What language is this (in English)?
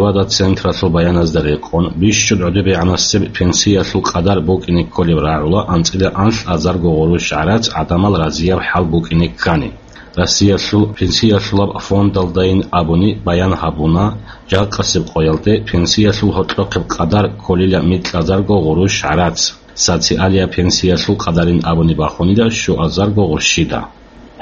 Avaric